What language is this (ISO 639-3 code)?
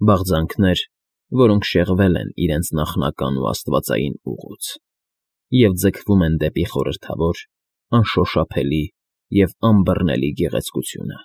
hye